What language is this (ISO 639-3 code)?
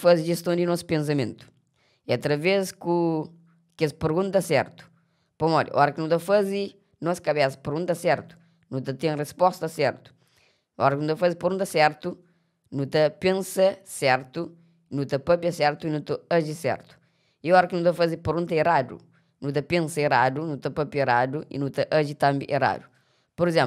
kea